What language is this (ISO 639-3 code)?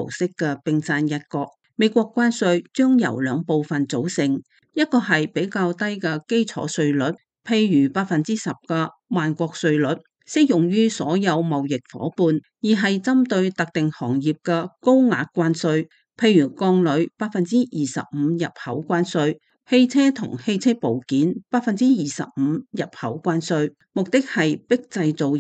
yue